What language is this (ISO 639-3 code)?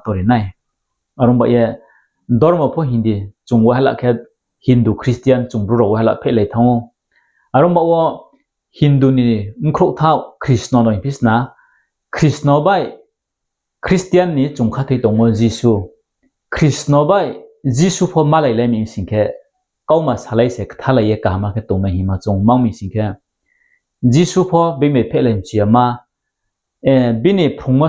ria